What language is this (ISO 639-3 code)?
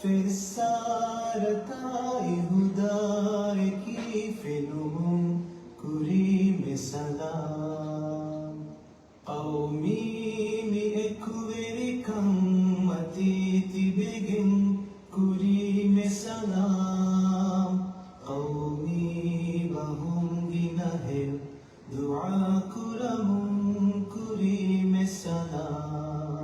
div